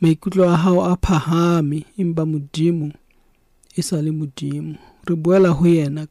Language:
Southern Sotho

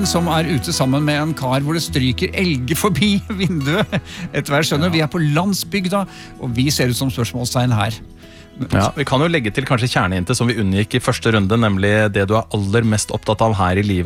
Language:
Norwegian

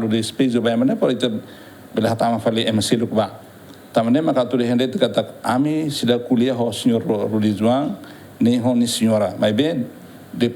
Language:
Tetum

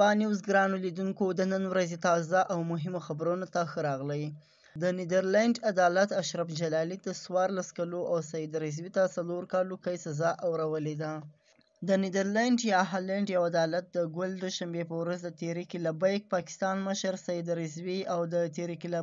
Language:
Pashto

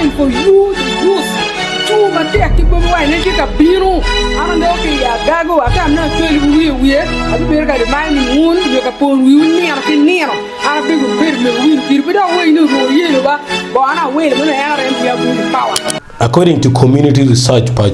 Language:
Acoli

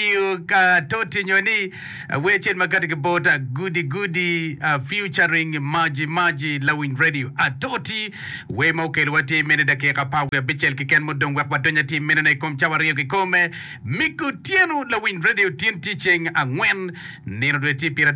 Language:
Acoli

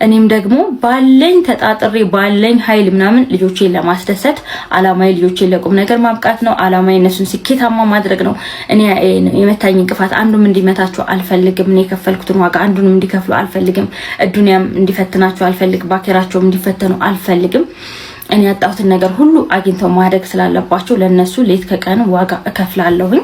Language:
Amharic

